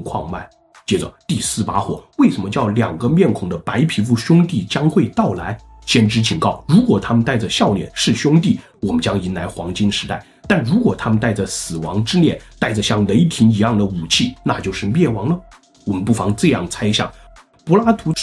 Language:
Chinese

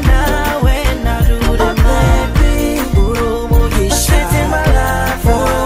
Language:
Kinyarwanda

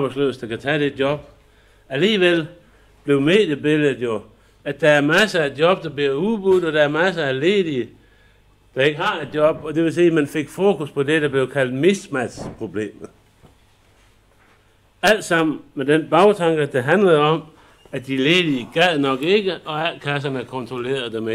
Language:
Danish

